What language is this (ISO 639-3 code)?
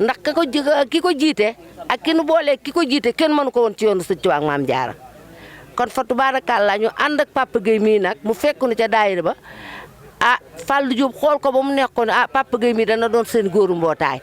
wol